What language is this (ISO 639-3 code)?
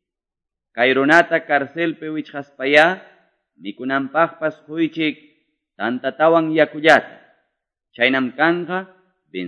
que